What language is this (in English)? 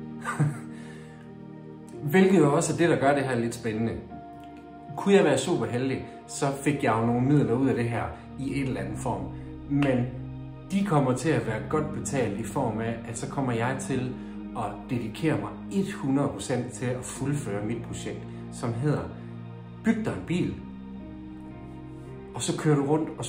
Danish